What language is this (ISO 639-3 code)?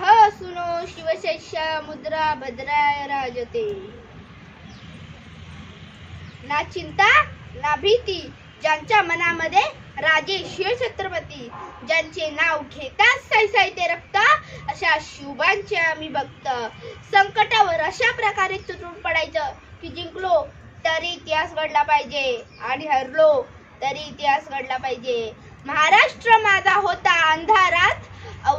mar